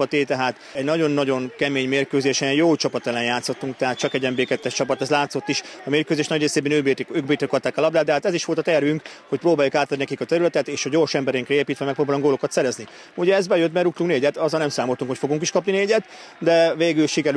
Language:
Hungarian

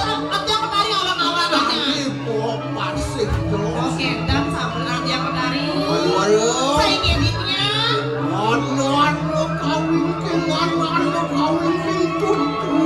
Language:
Balinese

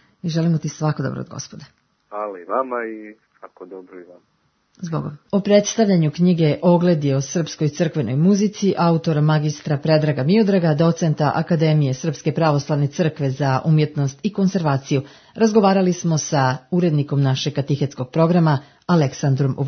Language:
Serbian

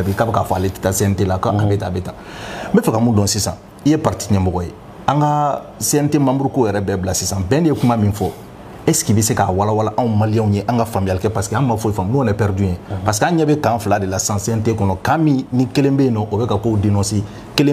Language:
Bambara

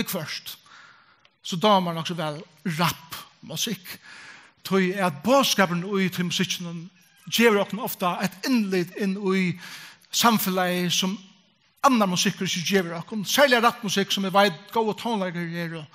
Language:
Faroese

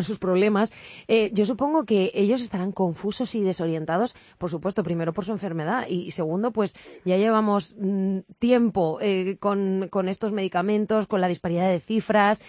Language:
Spanish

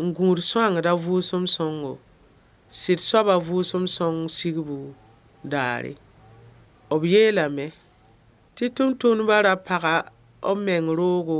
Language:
Mossi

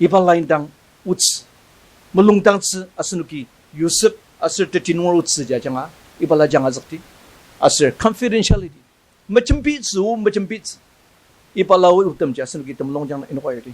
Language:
Ao Naga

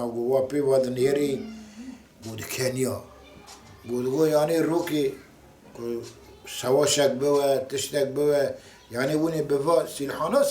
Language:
Kurdish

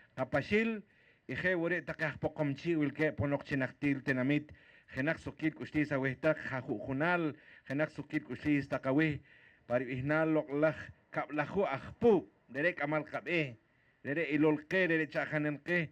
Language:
Poqomchi'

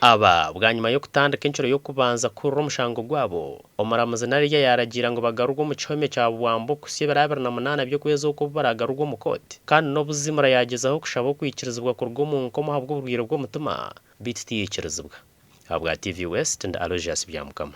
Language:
Nyankole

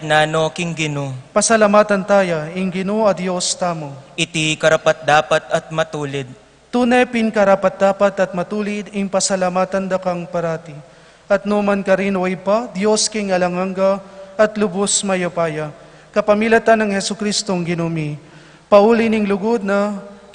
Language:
Pampanga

